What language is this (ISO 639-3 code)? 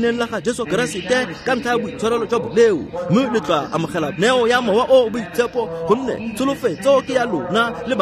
tsn